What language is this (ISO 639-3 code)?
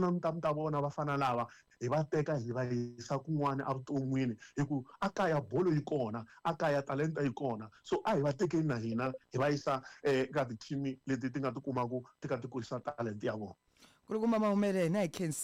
tso